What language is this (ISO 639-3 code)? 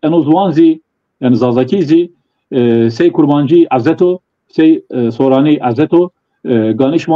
zza